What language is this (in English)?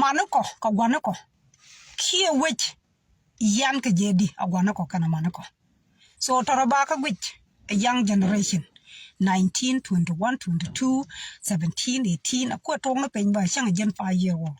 Nuer